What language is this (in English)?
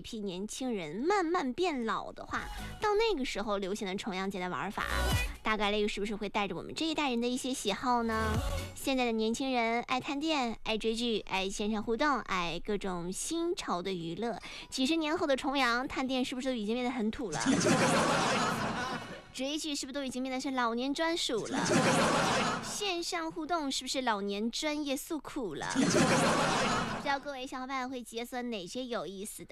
Chinese